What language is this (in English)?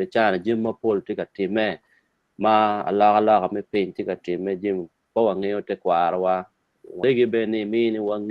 Acoli